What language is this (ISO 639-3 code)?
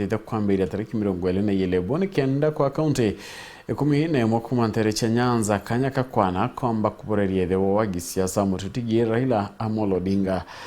mer